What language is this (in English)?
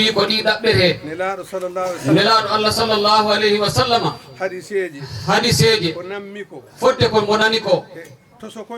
Fula